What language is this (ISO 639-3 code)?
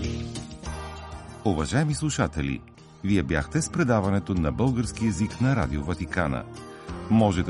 bul